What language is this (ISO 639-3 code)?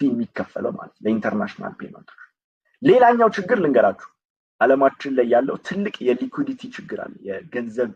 amh